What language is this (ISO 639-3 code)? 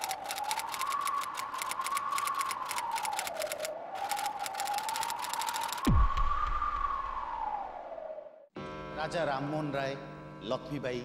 ori